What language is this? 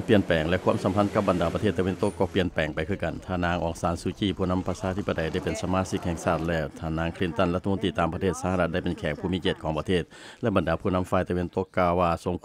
Lao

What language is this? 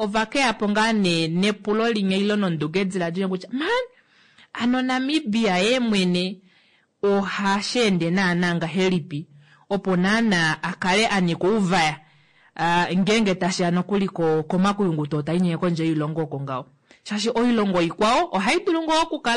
Kuanyama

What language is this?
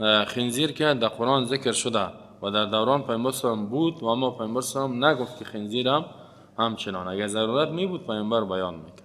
Persian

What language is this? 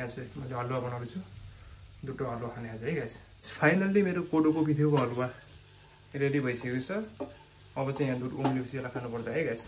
Nepali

